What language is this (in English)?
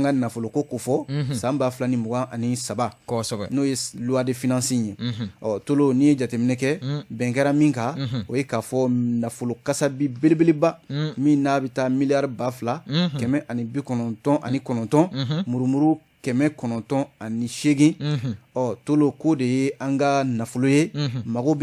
Bambara